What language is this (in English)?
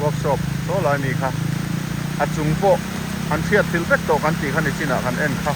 Mizo